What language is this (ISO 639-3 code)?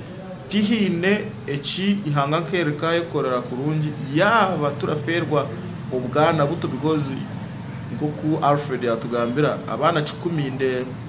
nyn